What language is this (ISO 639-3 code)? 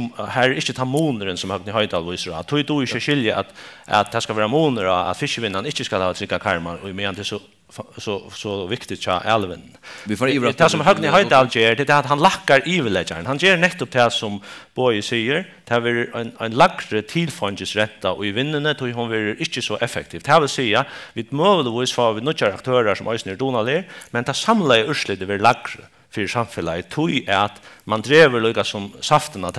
fao